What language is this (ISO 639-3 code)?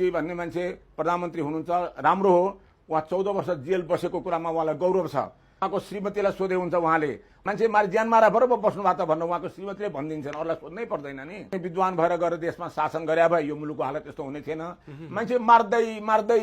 nep